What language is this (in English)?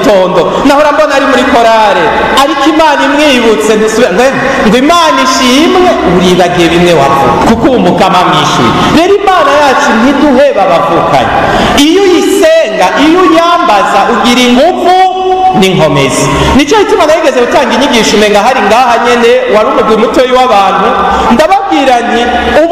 Rundi